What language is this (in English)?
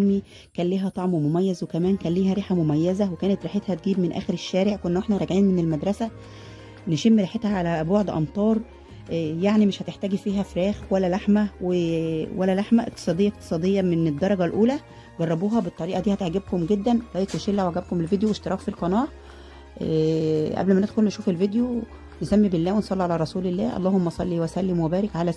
Egyptian Arabic